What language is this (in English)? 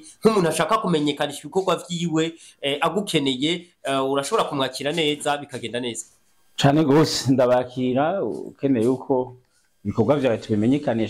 Rundi